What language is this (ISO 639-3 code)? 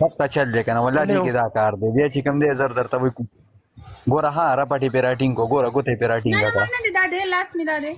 pus